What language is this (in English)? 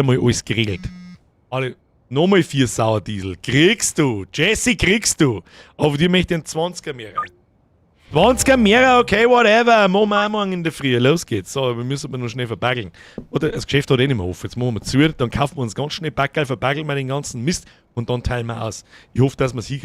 Bavarian